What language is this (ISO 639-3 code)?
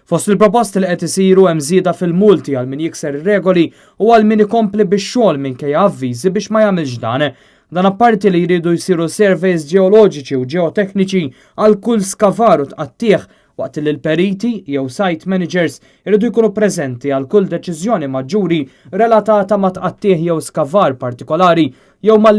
mlt